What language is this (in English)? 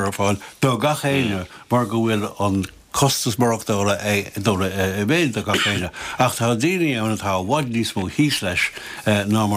Irish